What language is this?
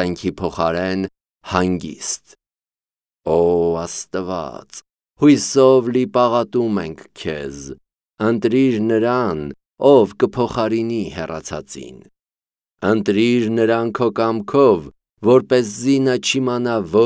Armenian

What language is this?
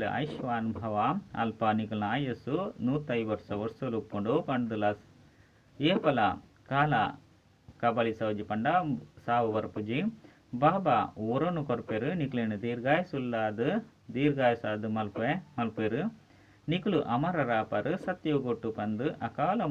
Tulu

